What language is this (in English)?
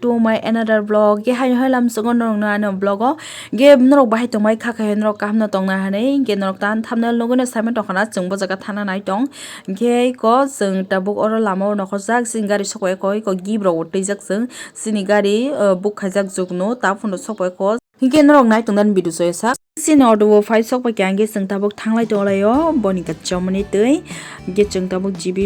Kok Borok